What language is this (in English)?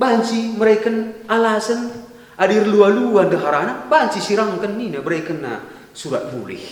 Batak Karo